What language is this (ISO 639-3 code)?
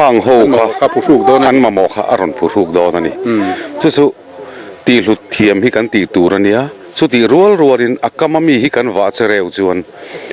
lus